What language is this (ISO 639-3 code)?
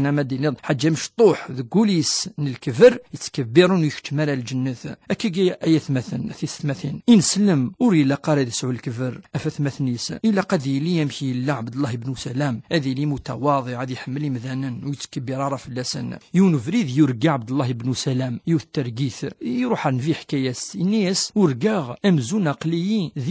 kab